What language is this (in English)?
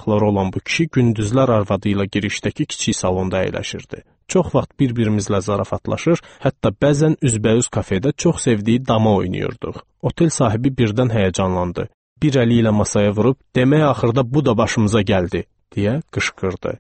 Azerbaijani